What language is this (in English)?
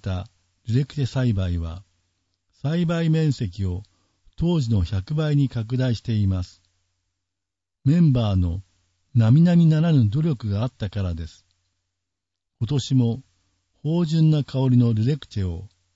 Japanese